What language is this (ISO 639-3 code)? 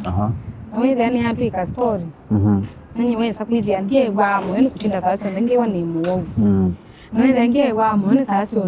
kam